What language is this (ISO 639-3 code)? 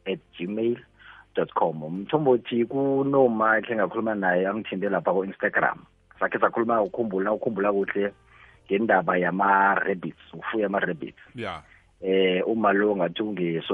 nbl